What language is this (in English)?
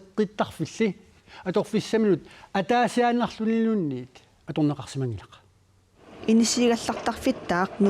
Kalaallisut